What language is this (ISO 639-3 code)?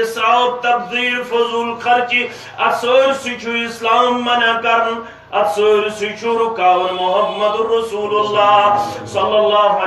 kas